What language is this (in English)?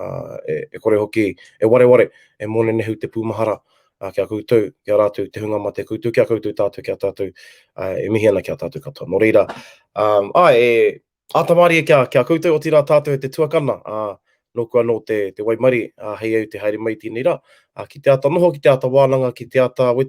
Māori